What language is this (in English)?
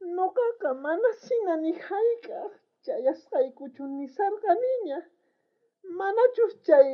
South Bolivian Quechua